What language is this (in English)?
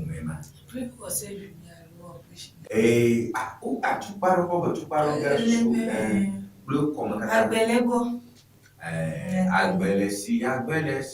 Ewe